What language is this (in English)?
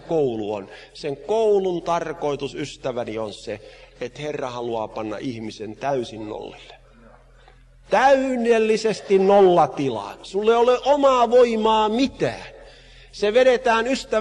Finnish